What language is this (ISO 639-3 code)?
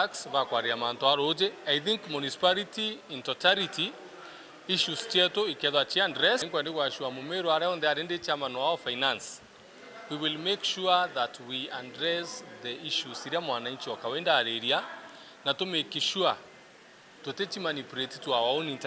mer